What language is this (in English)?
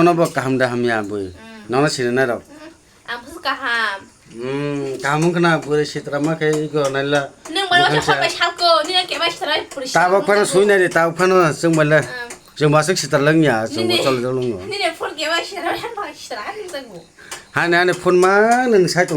Kok Borok